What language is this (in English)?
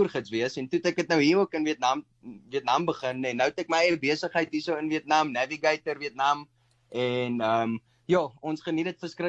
Afrikaans